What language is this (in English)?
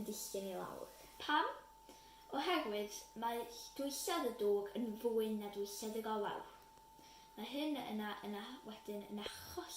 Welsh